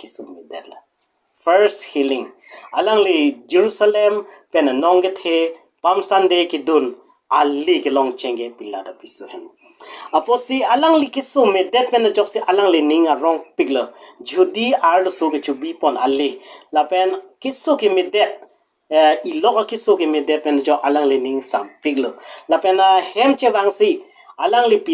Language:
Karbi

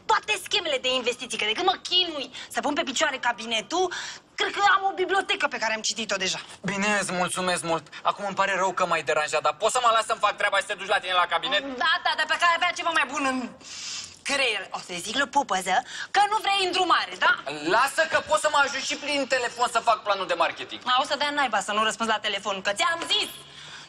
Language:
Romanian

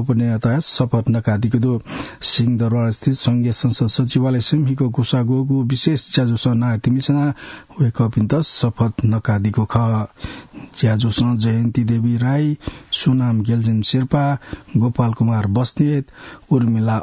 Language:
Newari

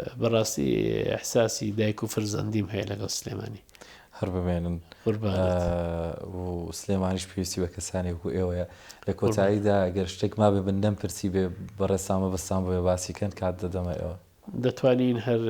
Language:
Central Kurdish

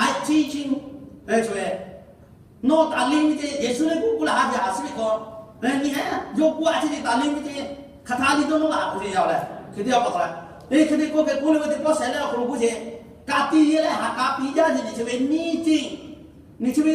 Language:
Lahu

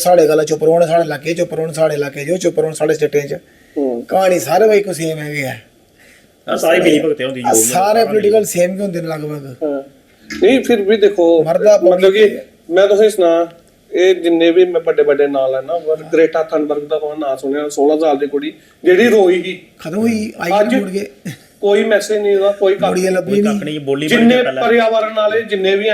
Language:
Dogri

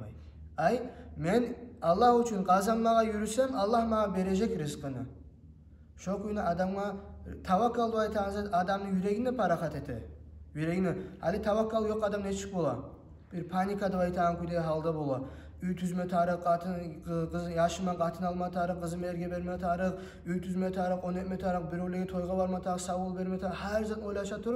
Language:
Kumyk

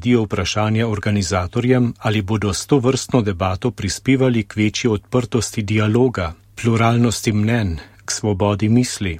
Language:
Slovenian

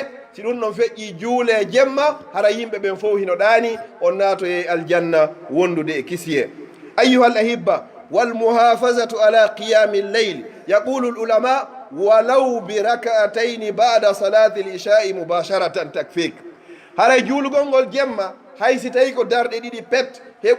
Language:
Pular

